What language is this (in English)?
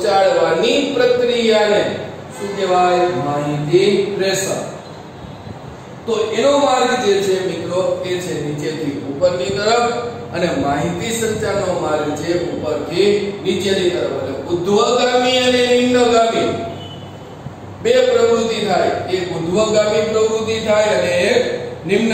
Gujarati